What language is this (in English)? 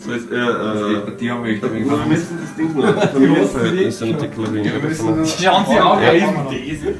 Bavarian